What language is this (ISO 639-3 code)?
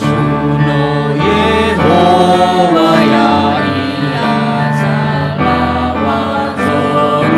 nia